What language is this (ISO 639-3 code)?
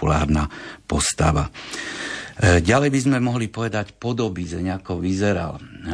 slk